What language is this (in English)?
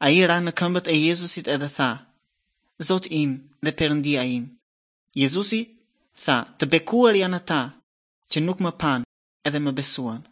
Albanian